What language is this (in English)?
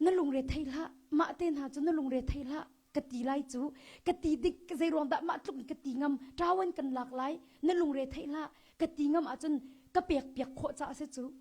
Hakha Chin